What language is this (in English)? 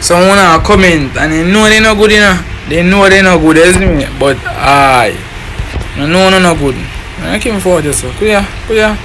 Jamaican Creole English